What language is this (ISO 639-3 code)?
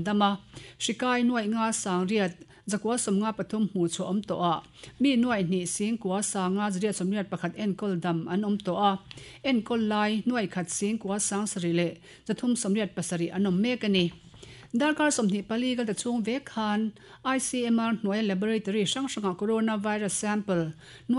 lus